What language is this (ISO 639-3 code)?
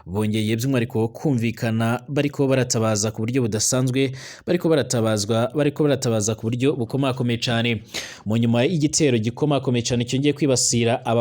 run